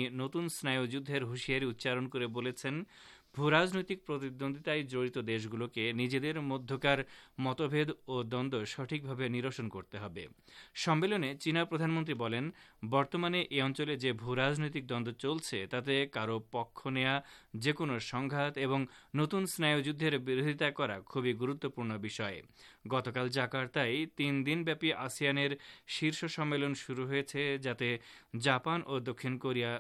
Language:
Bangla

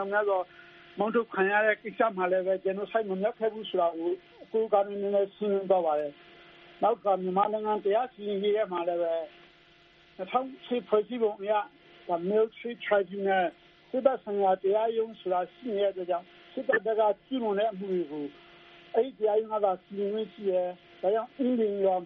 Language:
Burmese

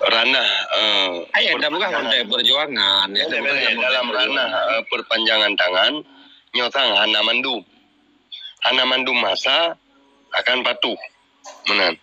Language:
Achinese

